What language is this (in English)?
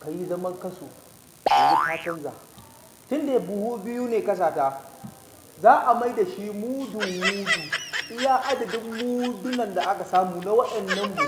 Hausa